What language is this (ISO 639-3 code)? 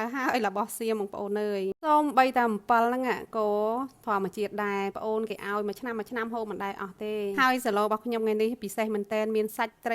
khm